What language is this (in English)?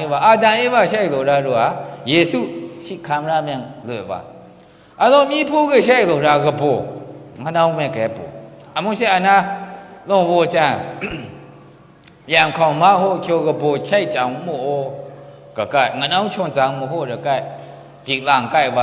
Maru